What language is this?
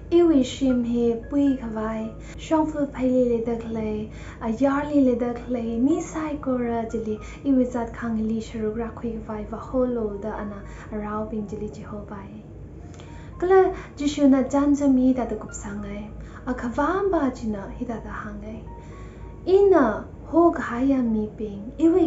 Tangkhul Naga (India)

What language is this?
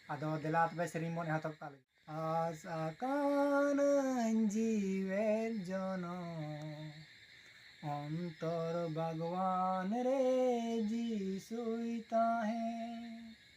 Santali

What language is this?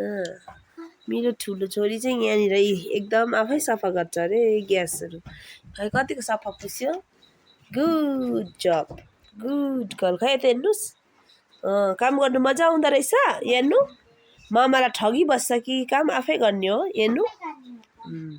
Nepali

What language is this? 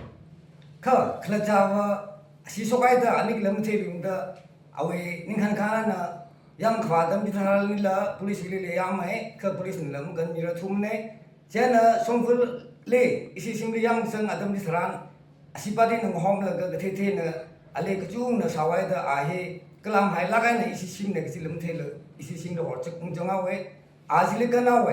Tangkhul Naga (India)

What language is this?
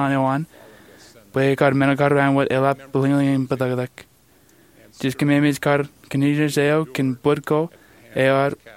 Marshallese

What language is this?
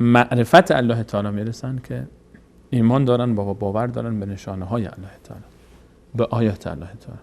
Persian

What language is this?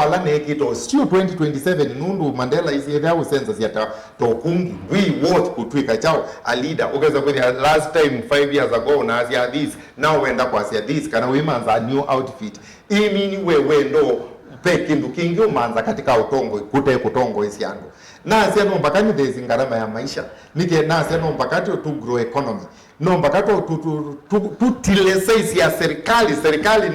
Kamba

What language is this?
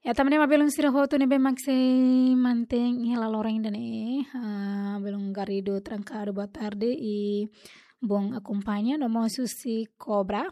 Tetum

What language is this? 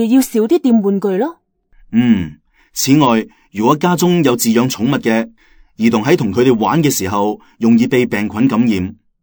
Cantonese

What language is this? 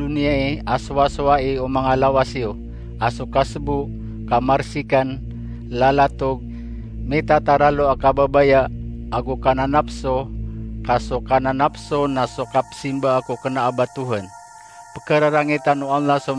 Maranao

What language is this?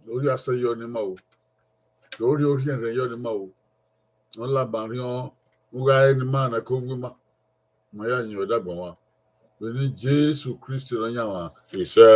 Bini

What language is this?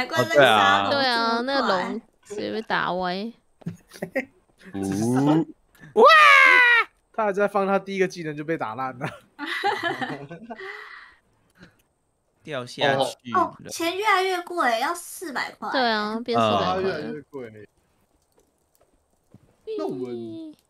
Chinese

